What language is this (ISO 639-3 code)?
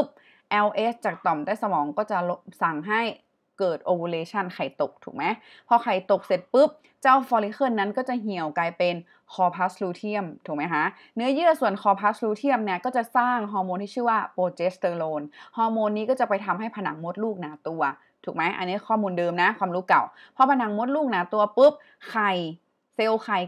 tha